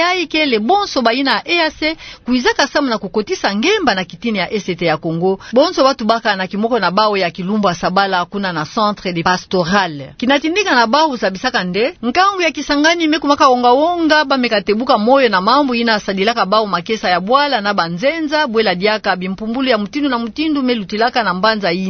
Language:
Kituba (Democratic Republic of Congo)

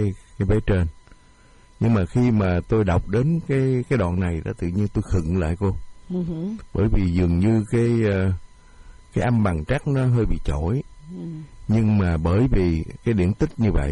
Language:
Vietnamese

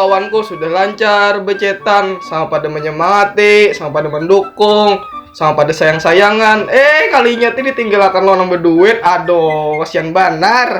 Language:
Banjar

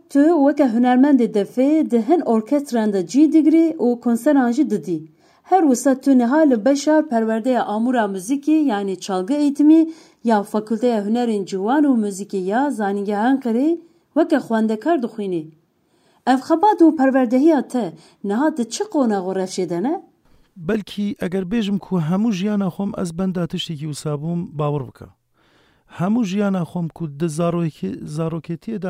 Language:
Kurdish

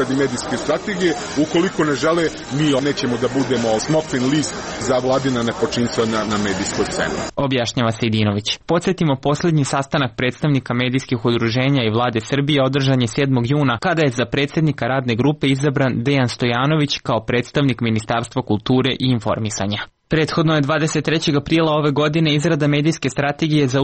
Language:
Serbian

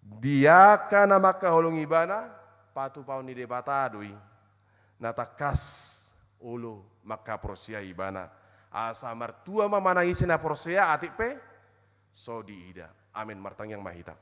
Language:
Batak Toba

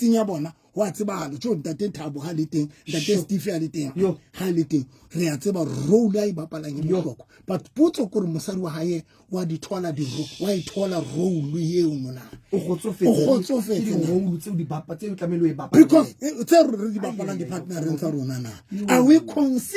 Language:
Southern Sotho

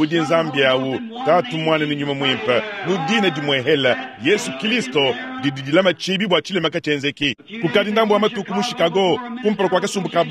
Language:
Luba-Lulua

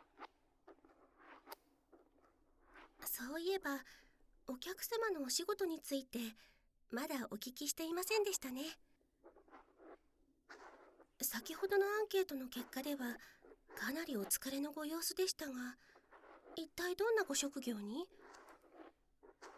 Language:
Japanese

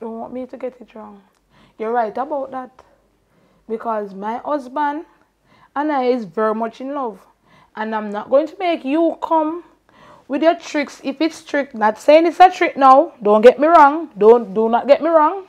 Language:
Jamaican Creole English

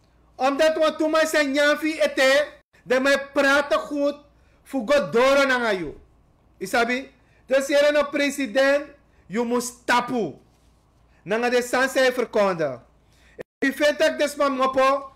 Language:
Sranan Tongo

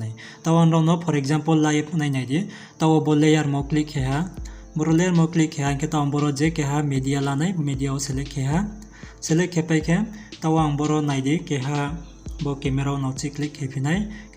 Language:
Riang (India)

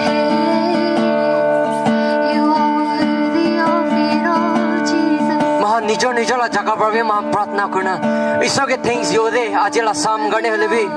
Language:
Naga Pidgin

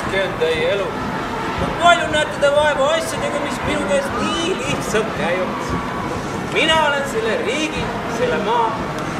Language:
Estonian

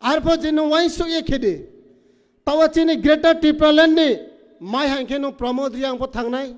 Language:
Kok Borok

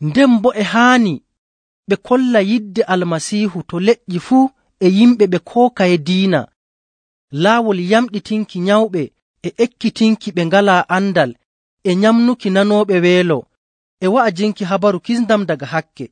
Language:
Nigerian Fulfulde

